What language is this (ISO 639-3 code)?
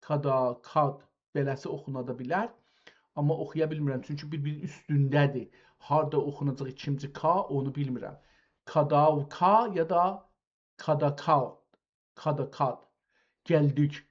azb